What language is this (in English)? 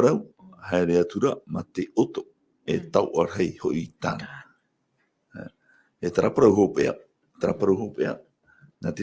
Tahitian